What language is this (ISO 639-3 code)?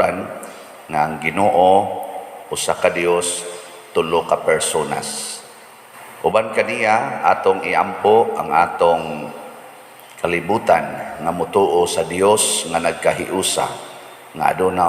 ceb